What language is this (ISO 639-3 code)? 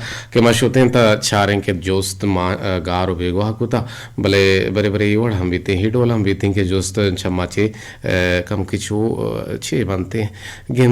bgp